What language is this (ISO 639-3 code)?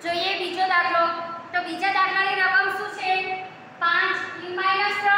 guj